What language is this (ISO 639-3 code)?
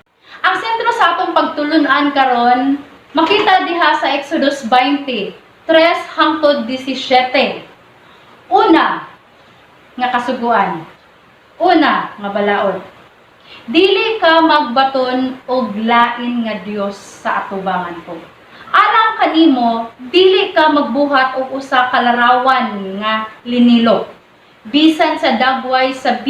ceb